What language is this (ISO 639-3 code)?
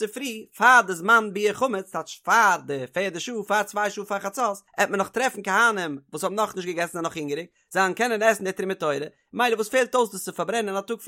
yid